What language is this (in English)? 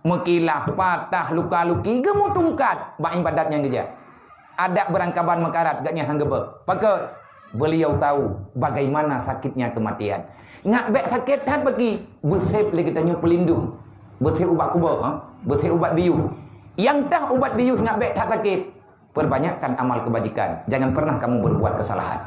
Achinese